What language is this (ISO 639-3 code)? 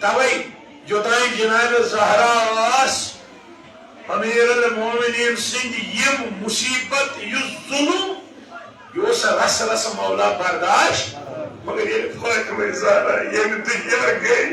kas